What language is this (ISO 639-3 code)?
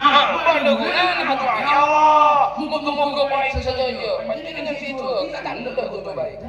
mad